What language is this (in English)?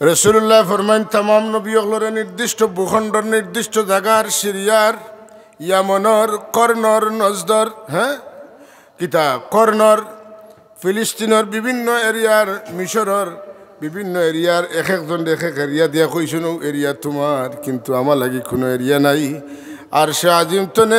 Sylheti